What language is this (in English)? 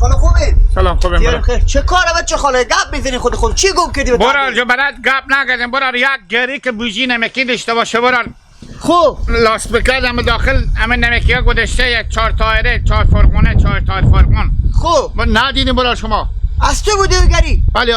Hazaragi